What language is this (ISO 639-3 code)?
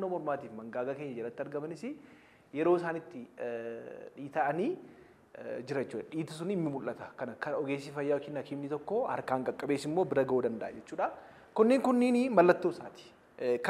orm